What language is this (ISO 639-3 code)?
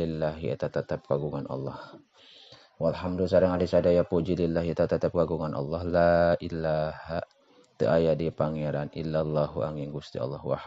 sun